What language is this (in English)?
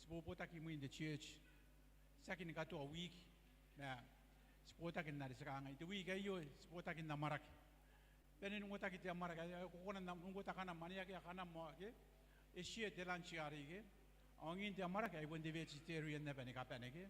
Gilbertese